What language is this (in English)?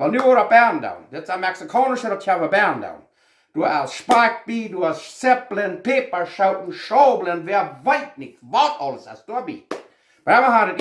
Plautdietsch